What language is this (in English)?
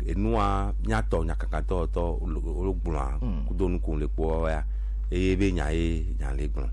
Gen